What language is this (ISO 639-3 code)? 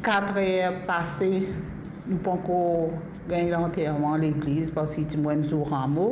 mfe